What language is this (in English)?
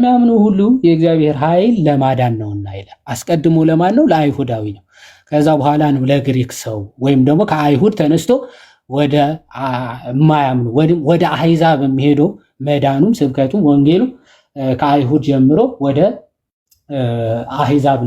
Amharic